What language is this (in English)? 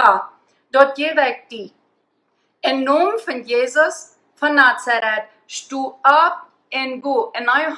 Plautdietsch